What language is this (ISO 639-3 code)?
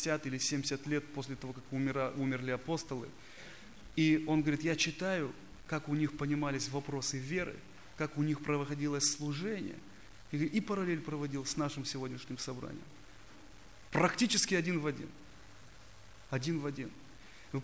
rus